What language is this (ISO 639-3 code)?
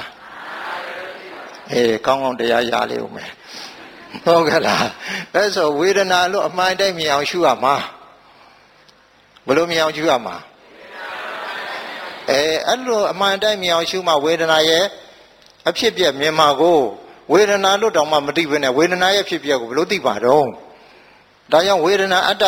mya